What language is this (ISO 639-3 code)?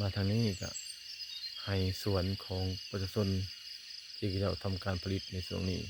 lao